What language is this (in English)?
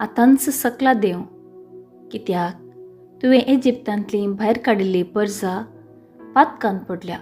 Konkani